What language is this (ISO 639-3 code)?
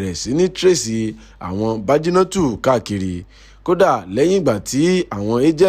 yor